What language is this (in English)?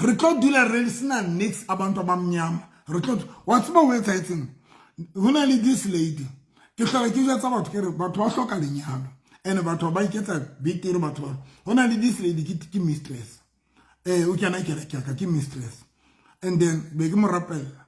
Southern Sotho